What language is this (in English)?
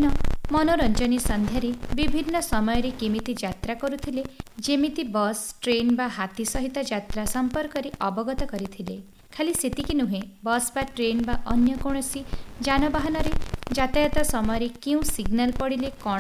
Odia